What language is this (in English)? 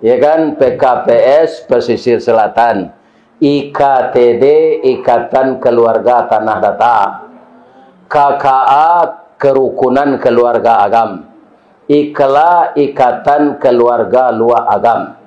Minangkabau